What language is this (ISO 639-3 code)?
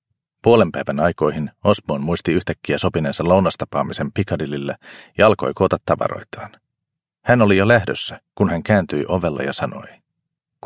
fin